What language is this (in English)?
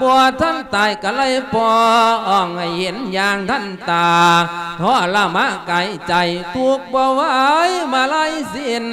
Lao